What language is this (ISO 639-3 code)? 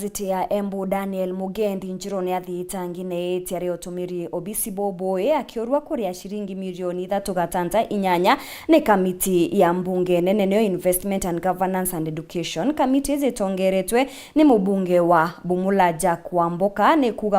mer